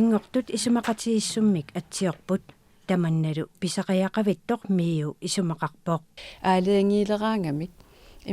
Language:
Kalaallisut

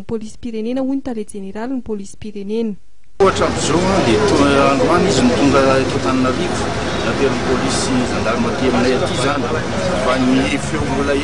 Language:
Malagasy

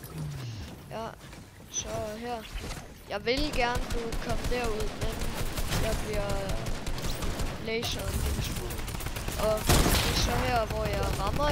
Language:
Danish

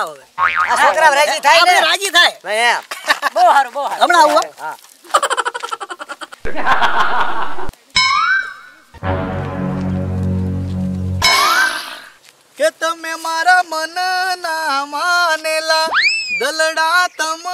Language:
Gujarati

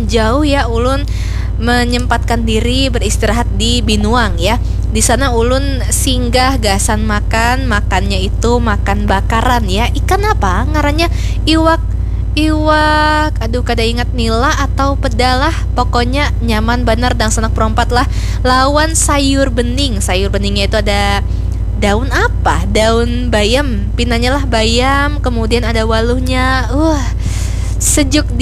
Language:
Banjar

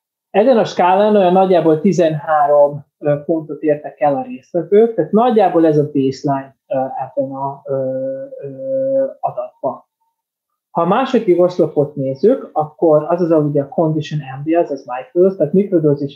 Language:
Hungarian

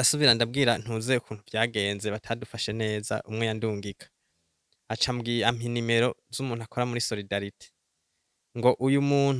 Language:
Rundi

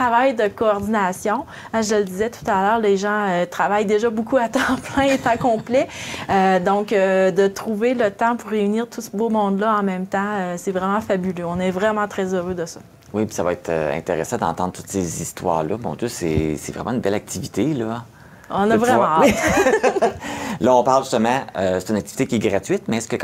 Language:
French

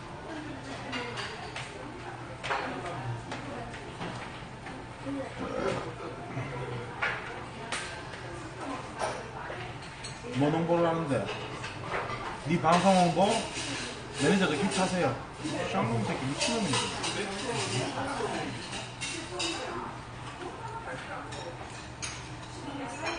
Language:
Korean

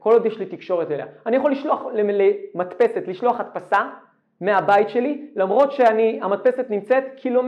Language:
Hebrew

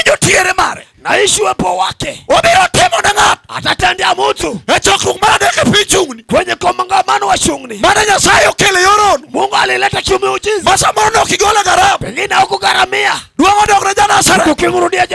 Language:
Luo (Kenya and Tanzania)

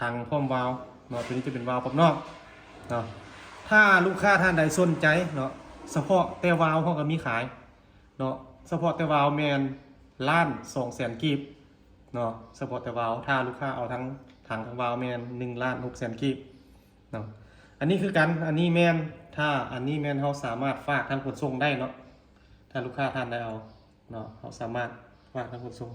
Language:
Lao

